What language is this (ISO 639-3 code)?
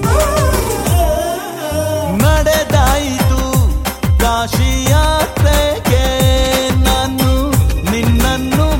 kan